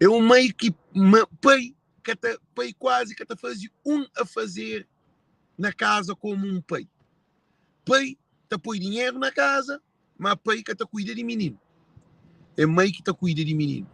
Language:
Kabuverdianu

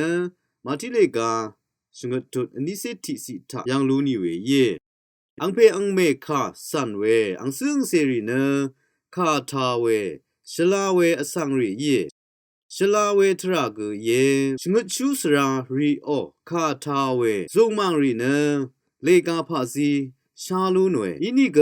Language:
Rawang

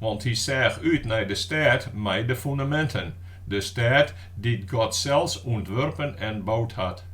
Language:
Western Frisian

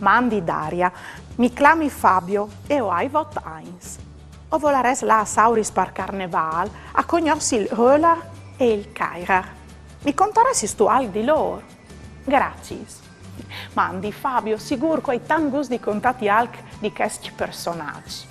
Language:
Friulian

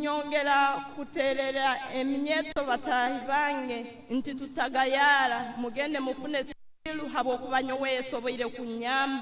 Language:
Nyankole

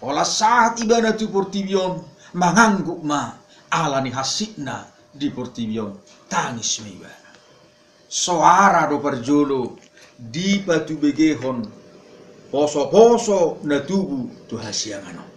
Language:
Batak Toba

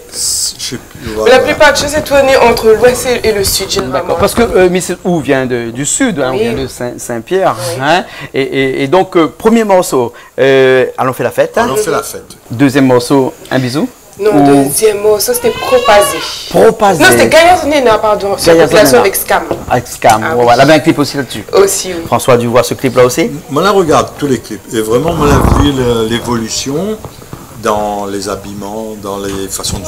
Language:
Réunion Creole French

